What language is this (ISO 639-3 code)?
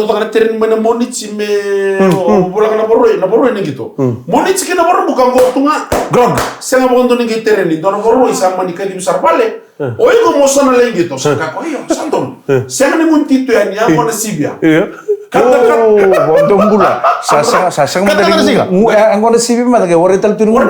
fij